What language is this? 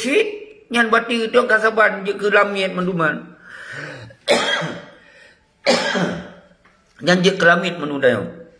Achinese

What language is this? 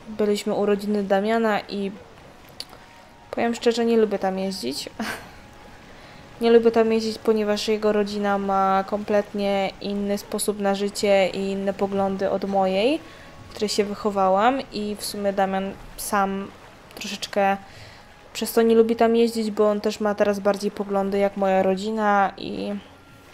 Polish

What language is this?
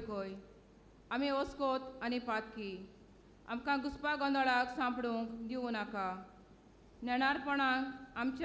Konkani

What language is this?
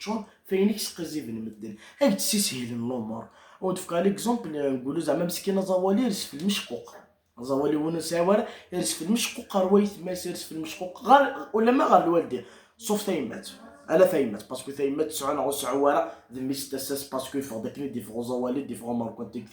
Kabyle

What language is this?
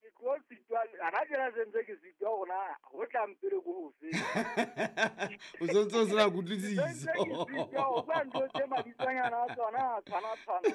Southern Sotho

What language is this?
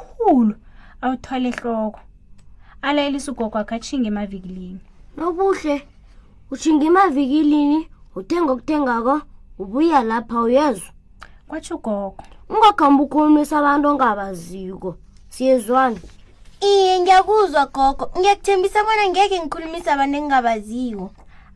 South Ndebele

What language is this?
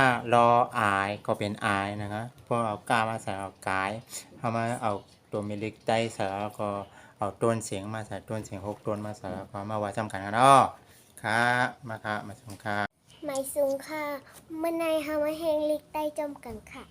Shan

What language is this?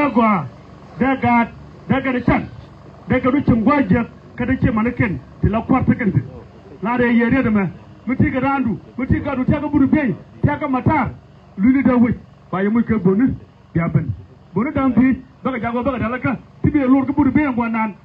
Nuer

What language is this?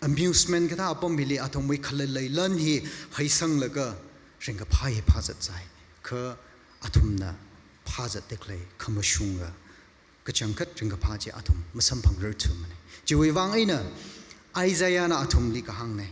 Tangkhul Naga (India)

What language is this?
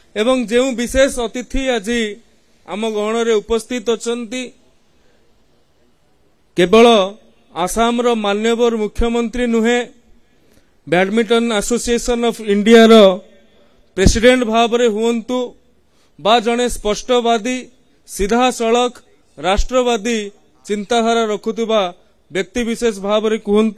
Odia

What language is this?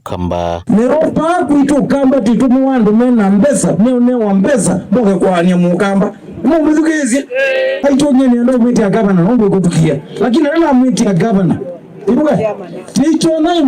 Kamba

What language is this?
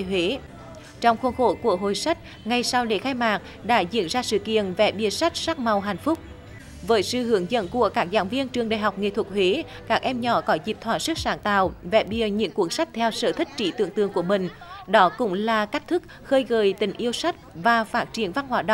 Vietnamese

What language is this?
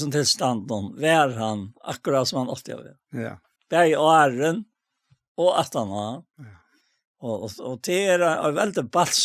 Faroese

